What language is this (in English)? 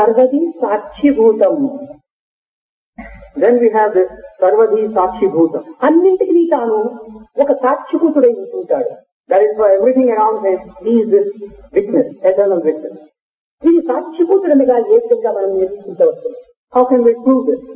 Telugu